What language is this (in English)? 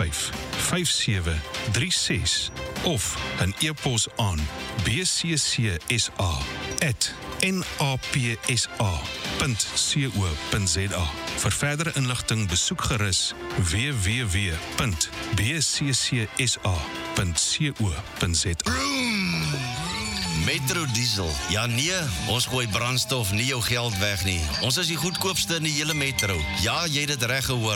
Afrikaans